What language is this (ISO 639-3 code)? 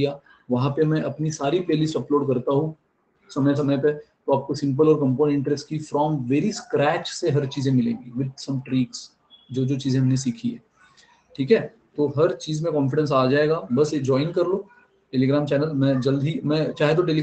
hin